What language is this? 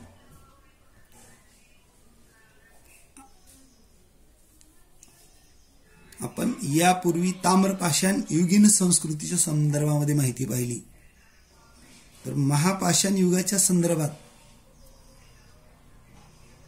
Marathi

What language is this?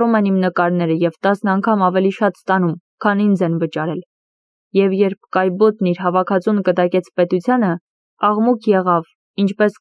Armenian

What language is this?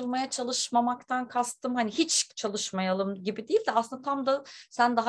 Turkish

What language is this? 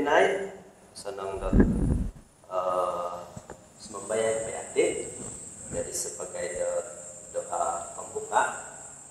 Central Dusun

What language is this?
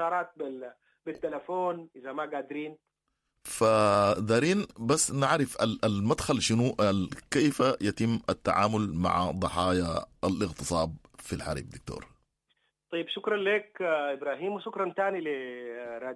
Sudanese Arabic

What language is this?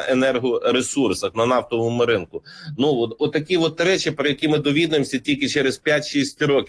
Ukrainian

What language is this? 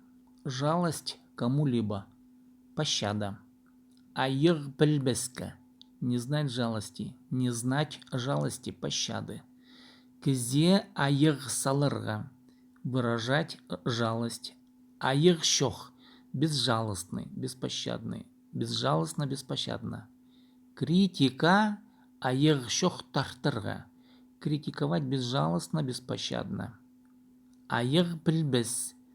Khakas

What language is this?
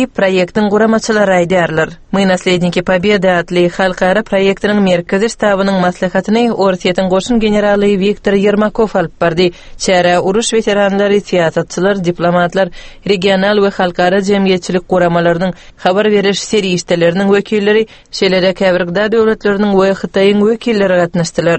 Turkmen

